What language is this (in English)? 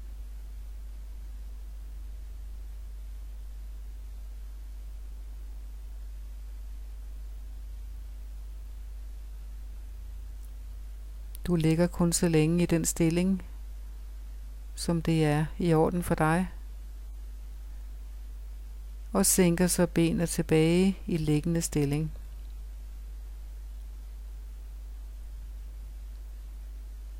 Danish